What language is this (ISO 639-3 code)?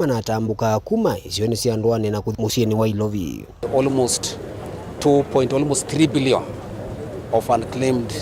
kam